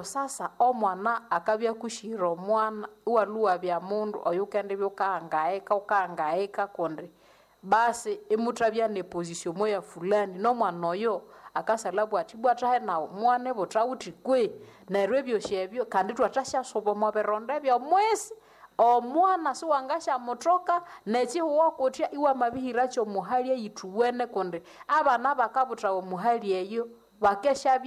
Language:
Nande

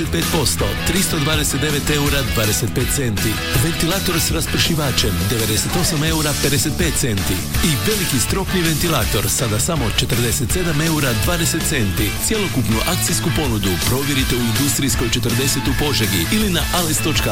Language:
Croatian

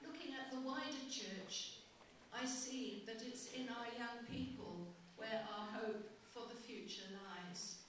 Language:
Tongan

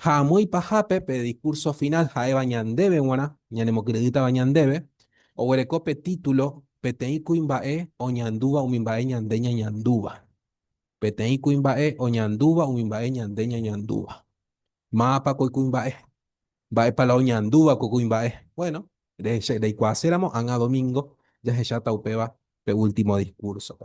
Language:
Guarani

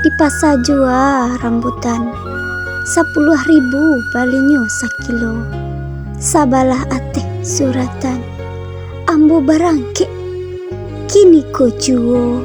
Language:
Minangkabau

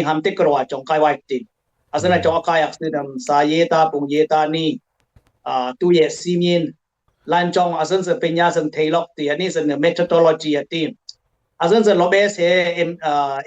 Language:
Dimasa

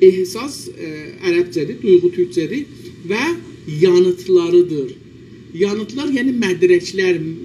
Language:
South Azerbaijani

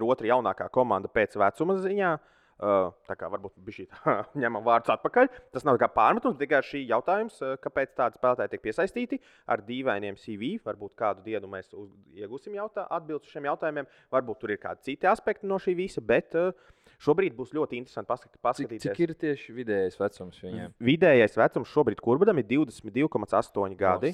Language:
Latvian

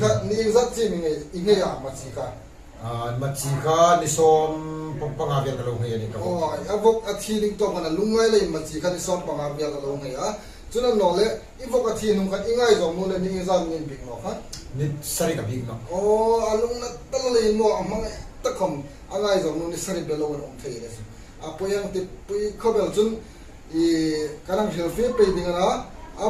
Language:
Hmar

